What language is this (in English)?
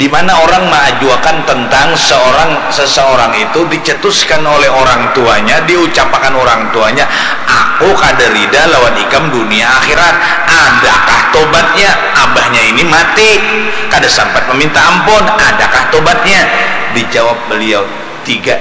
Banjar